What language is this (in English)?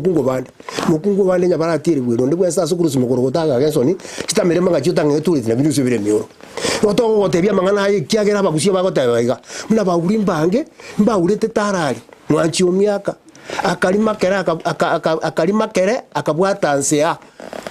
Gusii